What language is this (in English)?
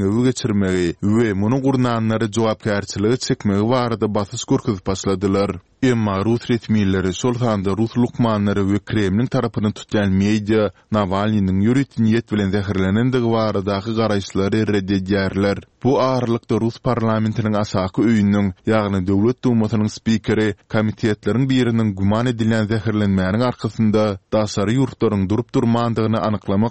Turkmen